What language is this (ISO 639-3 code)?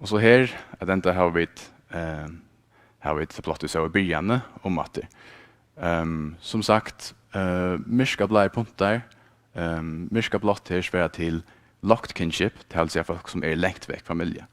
fao